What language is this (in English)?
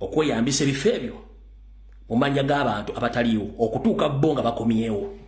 Ganda